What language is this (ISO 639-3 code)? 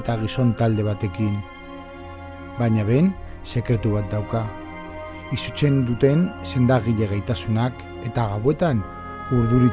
eus